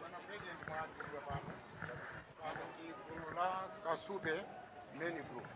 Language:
Nyanja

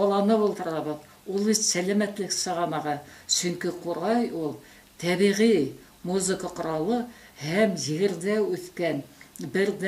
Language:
Bashkir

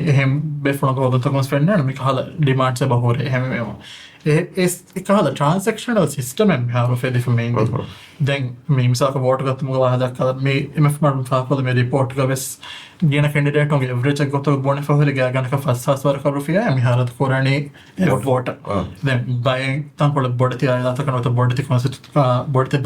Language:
Divehi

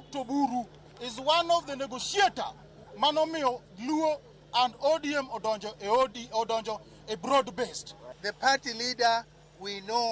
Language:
Luo (Kenya and Tanzania)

